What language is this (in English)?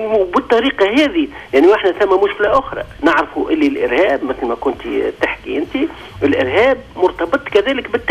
Tunisian Arabic